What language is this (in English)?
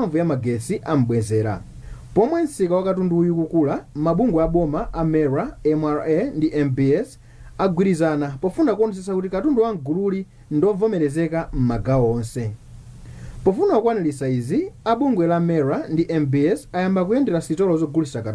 Nyanja